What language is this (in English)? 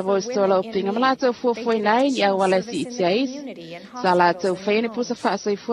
Samoan